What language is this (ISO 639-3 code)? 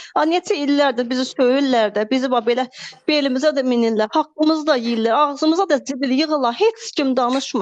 aze